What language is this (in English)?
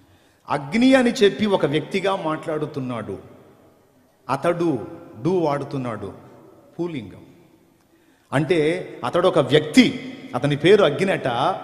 Telugu